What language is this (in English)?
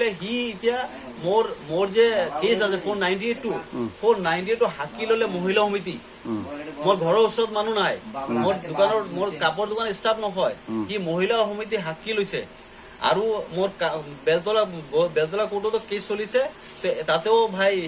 Assamese